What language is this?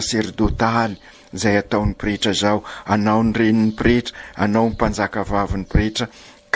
Malagasy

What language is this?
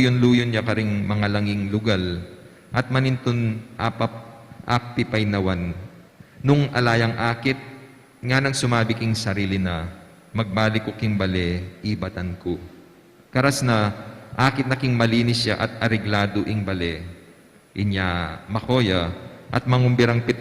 Pampanga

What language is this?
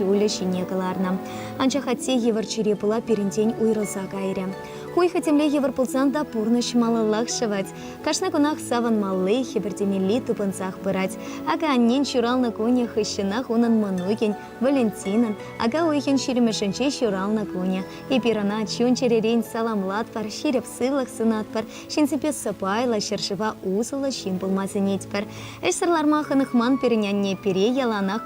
Chuvash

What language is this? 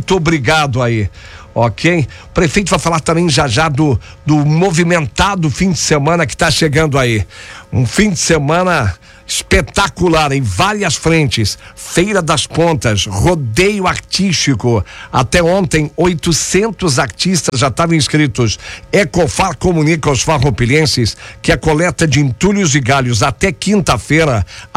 Portuguese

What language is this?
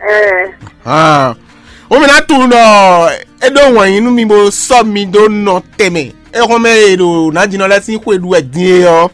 Fon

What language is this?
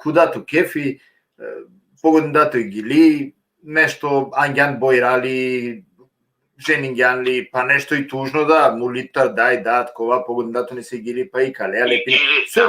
Balkan Romani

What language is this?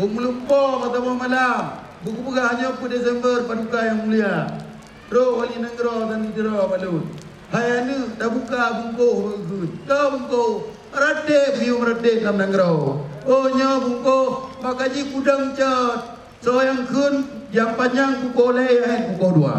Achinese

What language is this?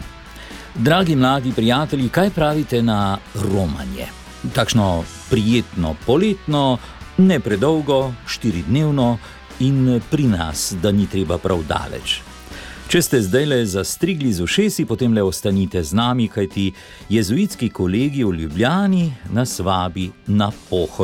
Slovenian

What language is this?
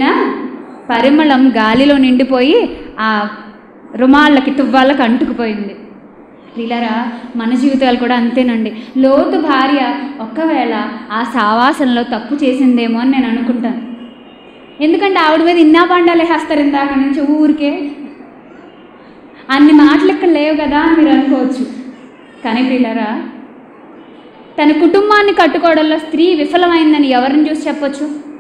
Telugu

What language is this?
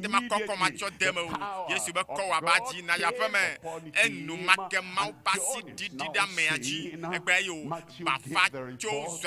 Ewe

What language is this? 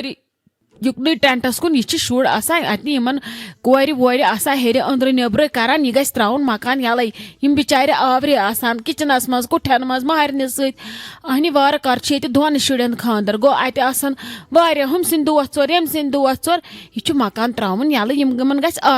Kashmiri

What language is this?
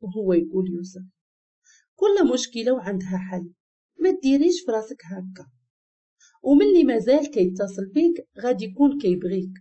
Moroccan Arabic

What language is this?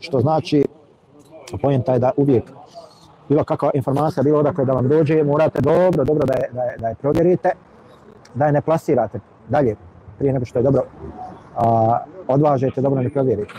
Bosnian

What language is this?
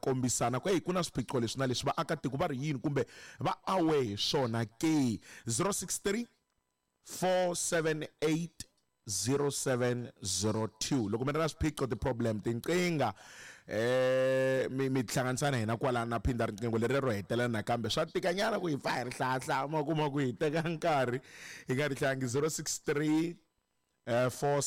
Tsonga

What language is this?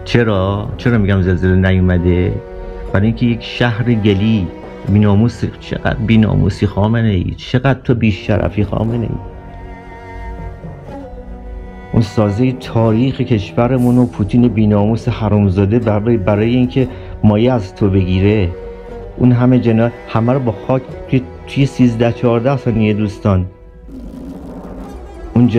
Persian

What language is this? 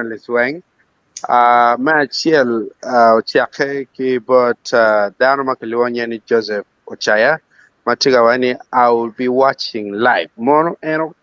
Acoli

